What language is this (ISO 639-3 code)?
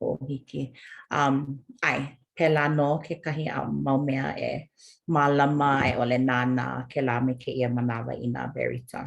haw